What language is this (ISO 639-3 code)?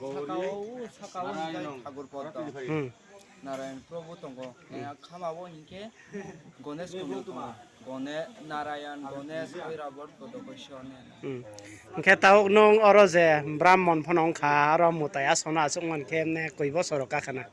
ria